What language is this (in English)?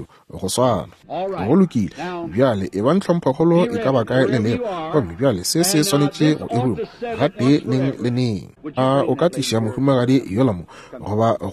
Northern Sotho